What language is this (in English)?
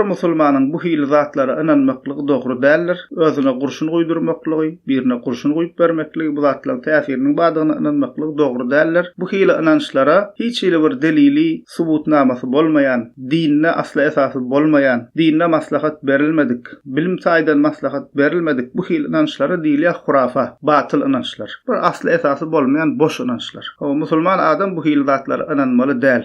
Turkmen